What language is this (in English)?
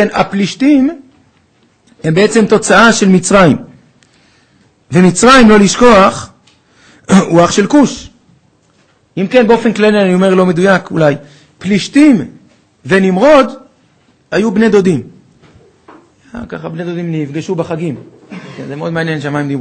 Hebrew